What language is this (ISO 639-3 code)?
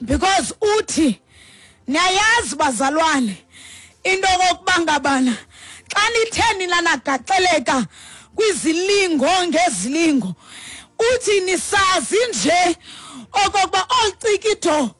xho